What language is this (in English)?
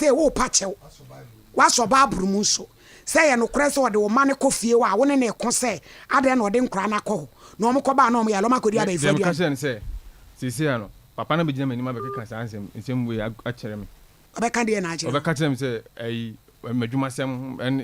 Akan